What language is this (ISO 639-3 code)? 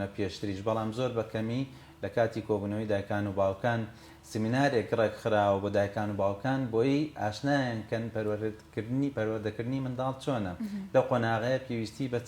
ckb